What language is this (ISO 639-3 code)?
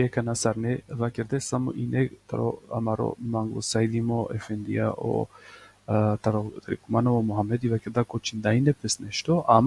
rmn